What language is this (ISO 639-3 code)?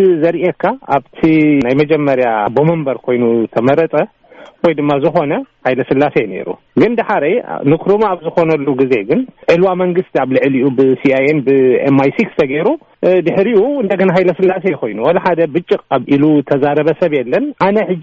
tir